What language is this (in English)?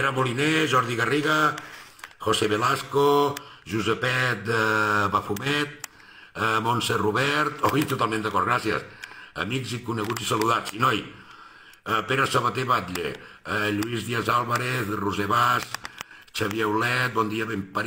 Catalan